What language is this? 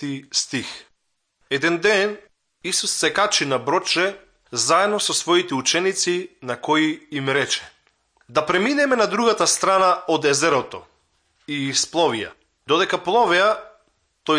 Macedonian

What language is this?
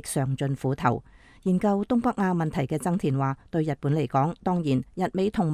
Cantonese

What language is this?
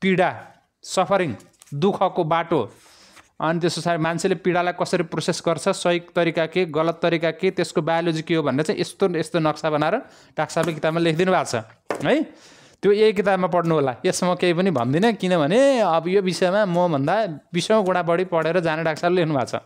Nepali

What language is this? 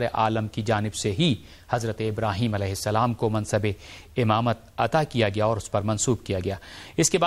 Urdu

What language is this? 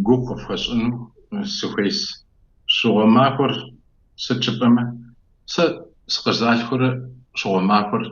Kabardian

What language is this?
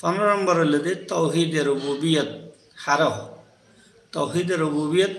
Rohingya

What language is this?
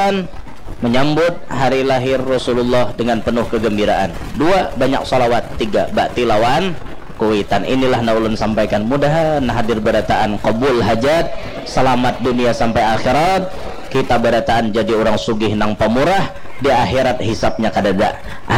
Banjar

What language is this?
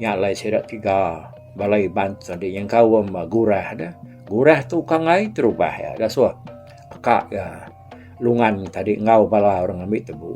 Iban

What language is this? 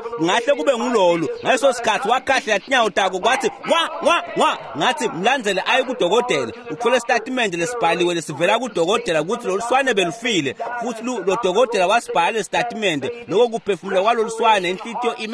Swati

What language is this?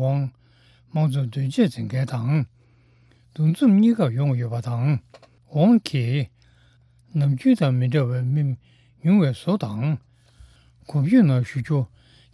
Tibetan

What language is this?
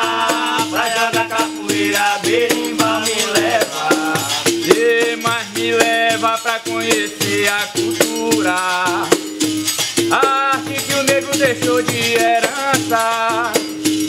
Portuguese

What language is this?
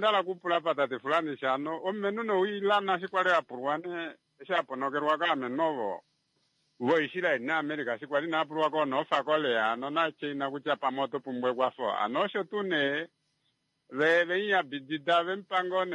Kuanyama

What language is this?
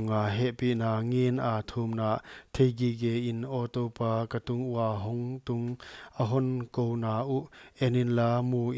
Paite Chin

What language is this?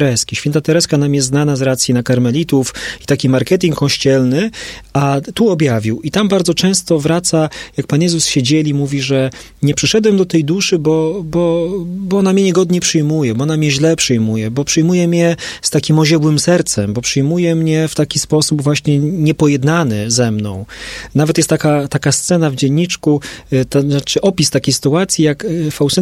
Polish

